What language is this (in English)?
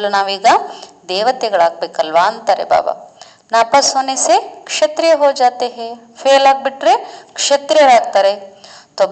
Kannada